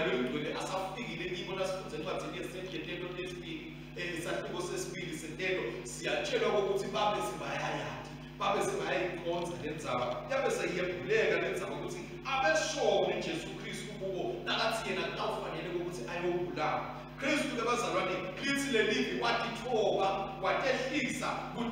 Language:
Swati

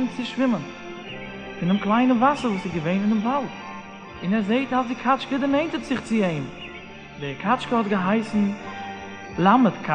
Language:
Yiddish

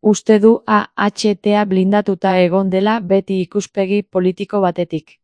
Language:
Basque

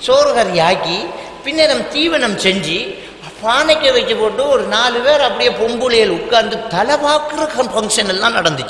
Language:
Tamil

